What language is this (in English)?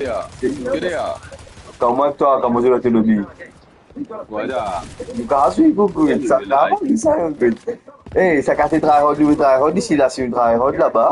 Morisyen